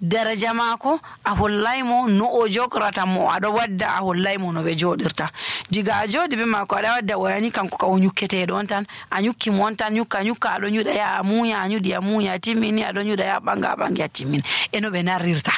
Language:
Nigerian Fulfulde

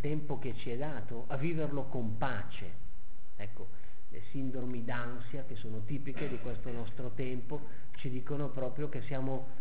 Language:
Italian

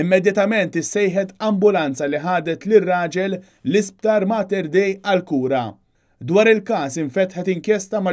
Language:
Maltese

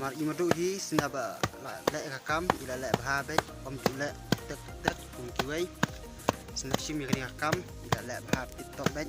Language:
Khasi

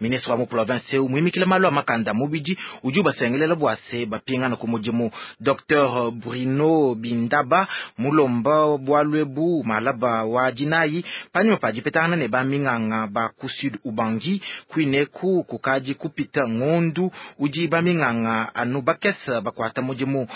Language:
Luba-Lulua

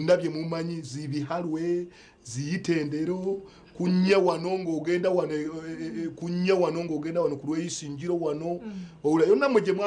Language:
Nyankole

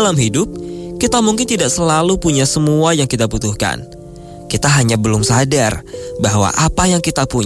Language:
Indonesian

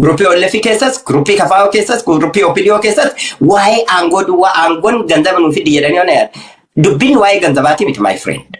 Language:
Oromo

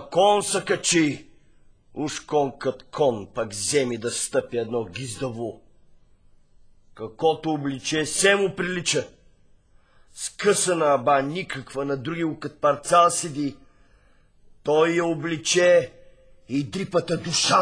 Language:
Bulgarian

